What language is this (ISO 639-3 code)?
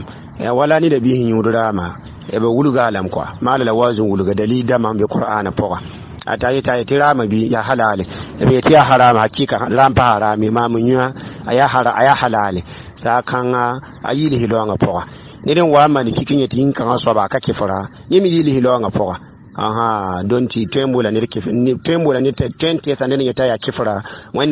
mos